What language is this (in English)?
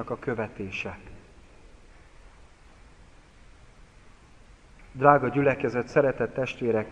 Hungarian